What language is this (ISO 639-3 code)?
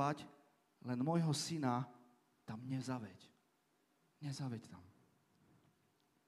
slk